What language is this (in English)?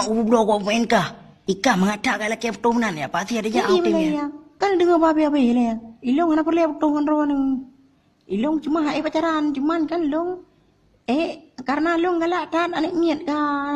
Achinese